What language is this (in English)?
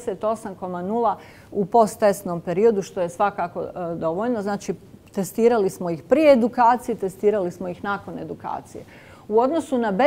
Bosnian